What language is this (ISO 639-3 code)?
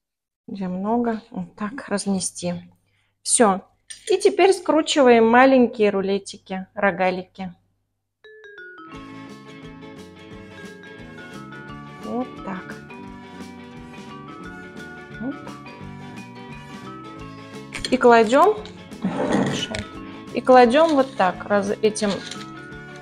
rus